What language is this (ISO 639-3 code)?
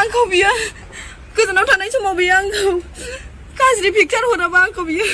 brx